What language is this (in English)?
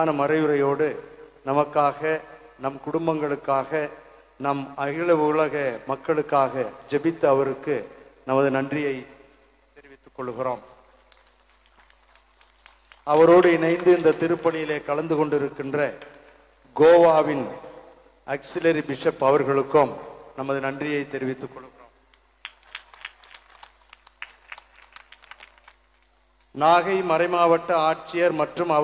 Tamil